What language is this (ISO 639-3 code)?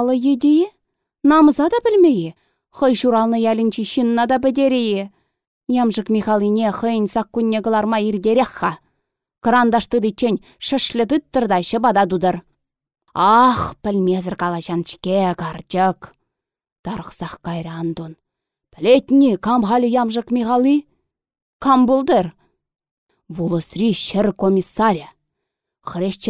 chv